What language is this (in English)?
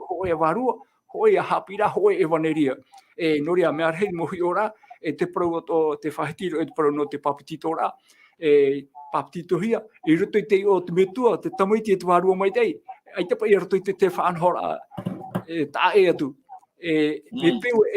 Tahitian